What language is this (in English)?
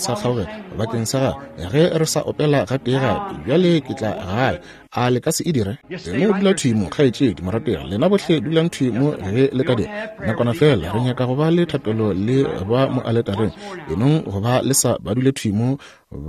Northern Sotho